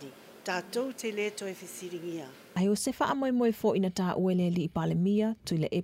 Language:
Samoan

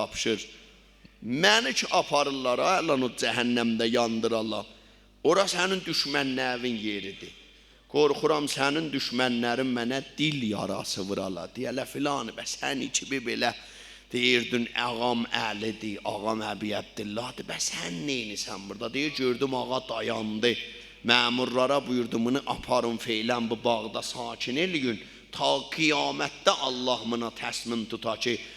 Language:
South Azerbaijani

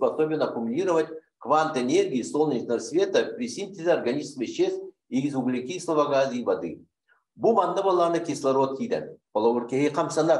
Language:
Yakut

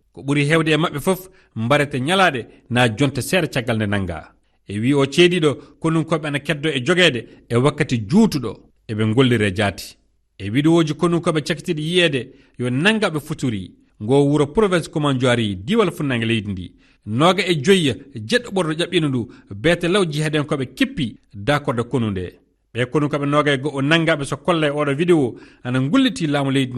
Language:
Fula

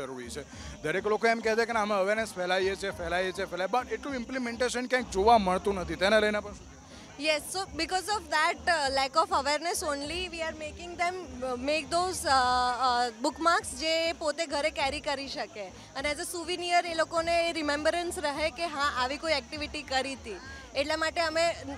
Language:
Gujarati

